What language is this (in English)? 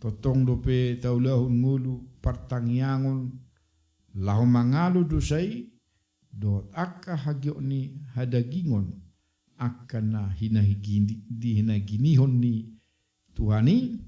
Batak Toba